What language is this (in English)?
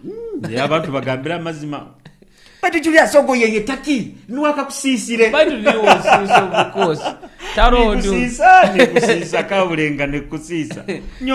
Nyoro